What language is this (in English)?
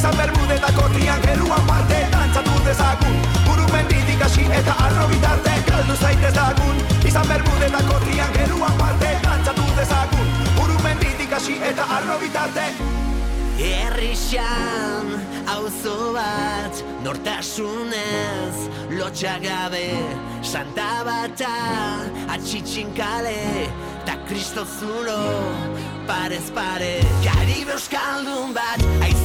Basque